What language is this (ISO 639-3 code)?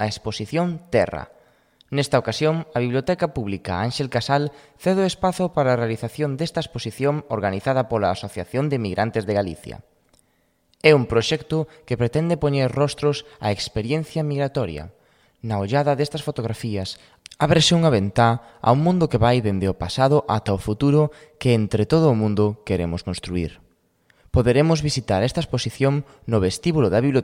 glg